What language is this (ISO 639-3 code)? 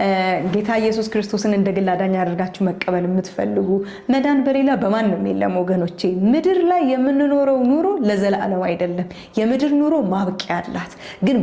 amh